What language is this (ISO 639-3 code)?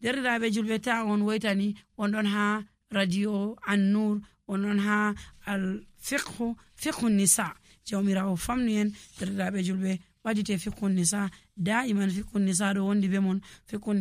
fuv